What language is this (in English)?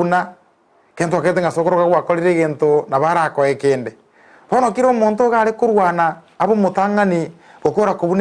Gusii